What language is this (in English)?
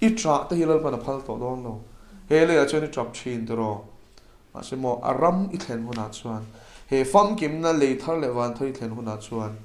Mizo